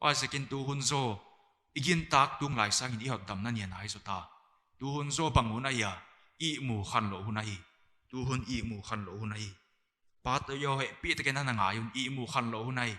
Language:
Paite Chin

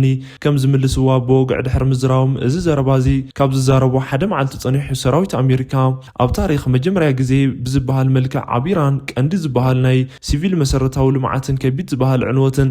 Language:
Tigrinya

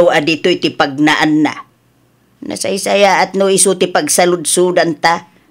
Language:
Iloko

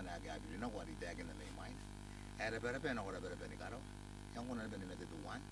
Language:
Gilbertese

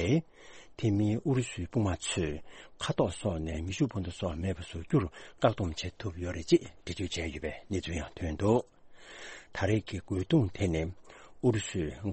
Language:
Tibetan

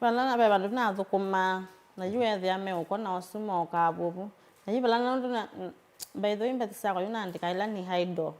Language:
Kamba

